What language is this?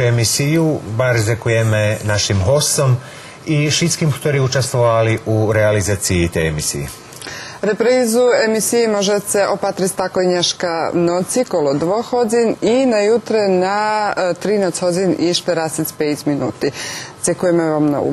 Rusyn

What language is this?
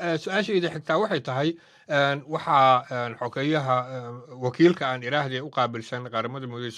Somali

